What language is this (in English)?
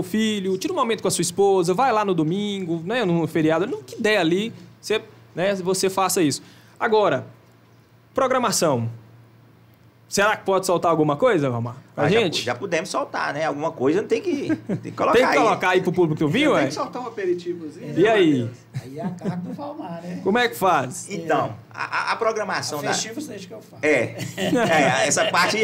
Portuguese